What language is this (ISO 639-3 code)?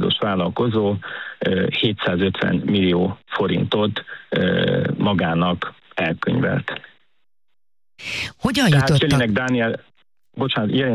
hun